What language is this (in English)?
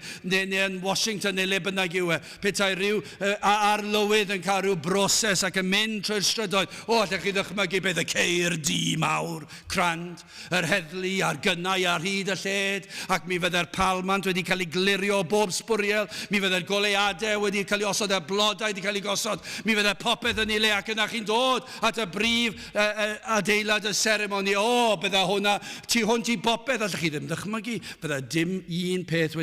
Welsh